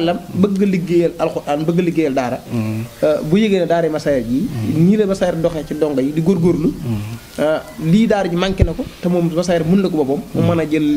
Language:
Wolof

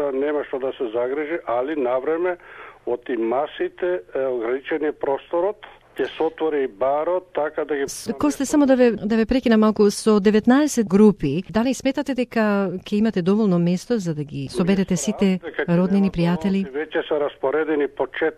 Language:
Macedonian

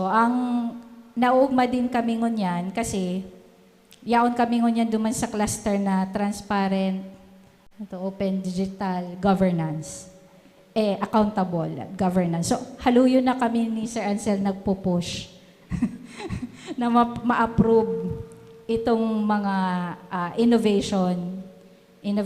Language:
Bikol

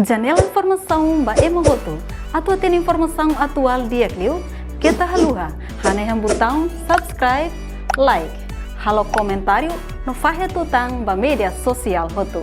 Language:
Tetum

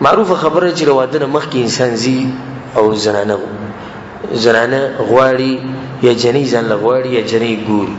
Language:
Pashto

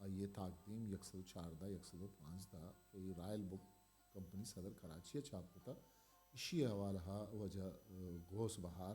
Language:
Eastern Balochi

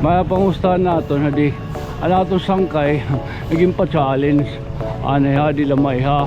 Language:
Waray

